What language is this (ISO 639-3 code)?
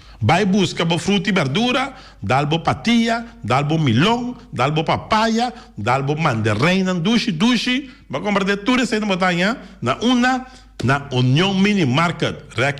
pap